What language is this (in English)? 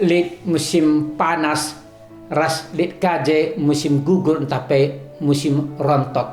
Batak Karo